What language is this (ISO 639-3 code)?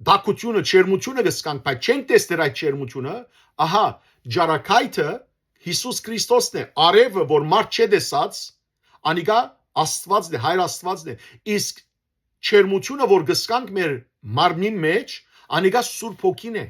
hyw